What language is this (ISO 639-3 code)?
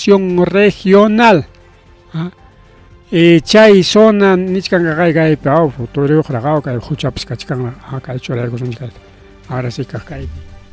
quy